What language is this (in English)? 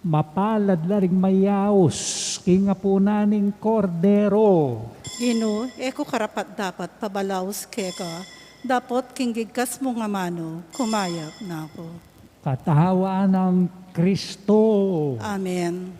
Pampanga